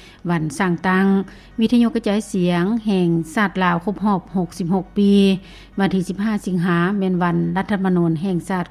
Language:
Lao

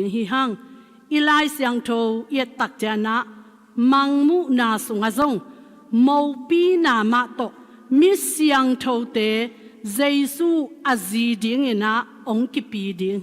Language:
Tedim Chin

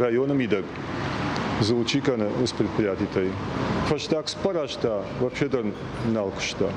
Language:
Ossetic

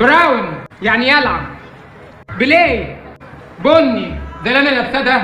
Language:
Egyptian Arabic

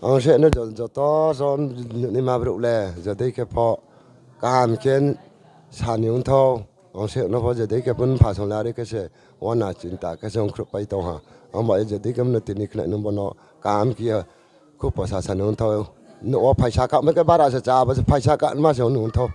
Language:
Riang (India)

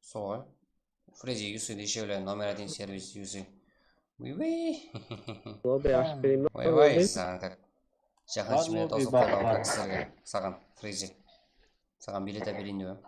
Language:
Kara-Kalpak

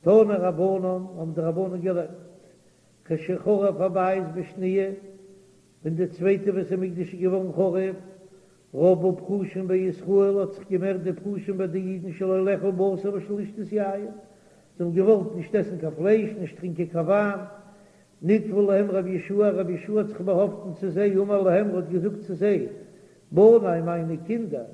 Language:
Yiddish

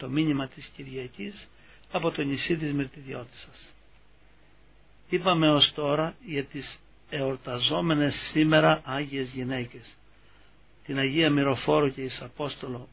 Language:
Greek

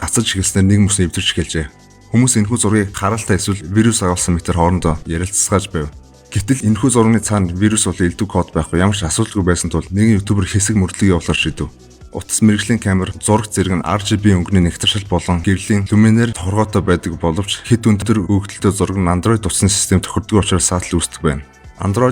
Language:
Mongolian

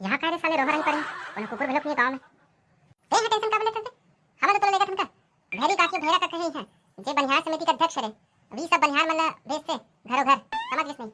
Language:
Chhattisgarhi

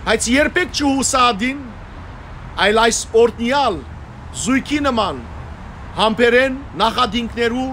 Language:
Western Armenian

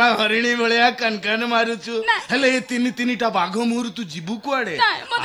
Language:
Odia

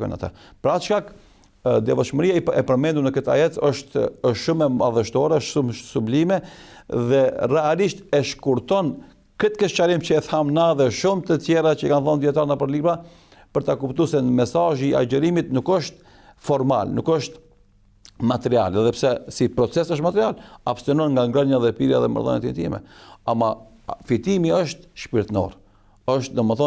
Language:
Albanian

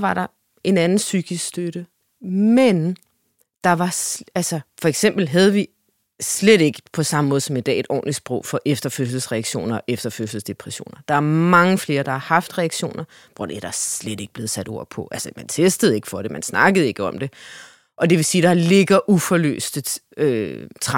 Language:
Danish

